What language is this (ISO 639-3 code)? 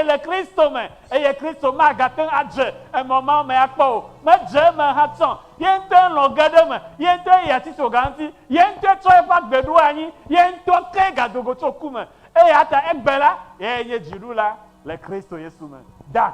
ewe